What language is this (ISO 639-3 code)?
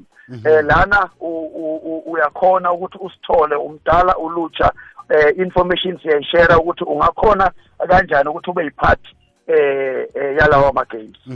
nbl